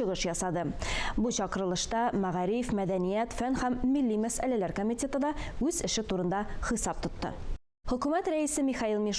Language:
Tatar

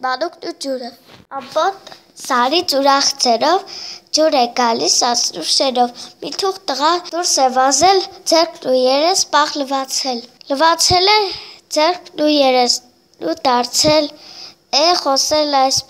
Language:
Armenian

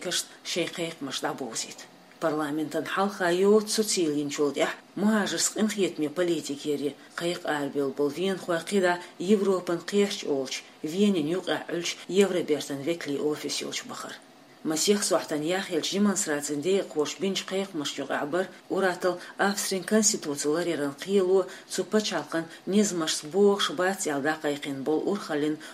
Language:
Chechen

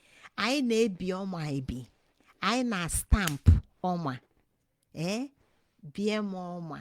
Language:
Igbo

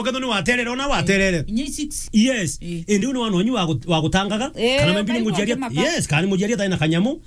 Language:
Meru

